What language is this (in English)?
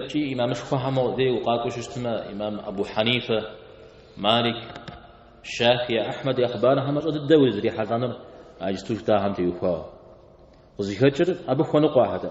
Kabardian